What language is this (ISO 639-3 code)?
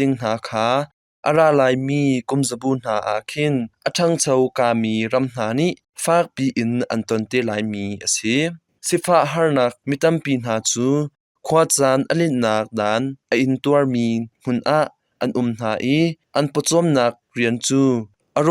cnh